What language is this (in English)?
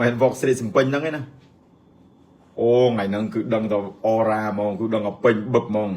Khmer